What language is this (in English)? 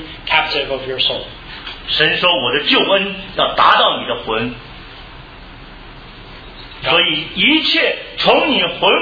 Chinese